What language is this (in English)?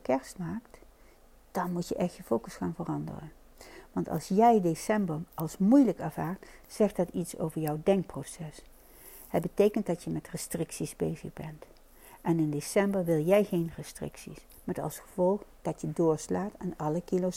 Dutch